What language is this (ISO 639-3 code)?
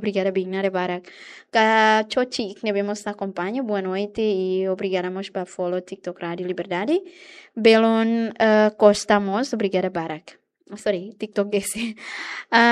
tet